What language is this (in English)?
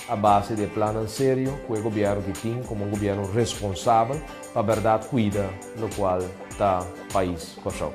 Papiamento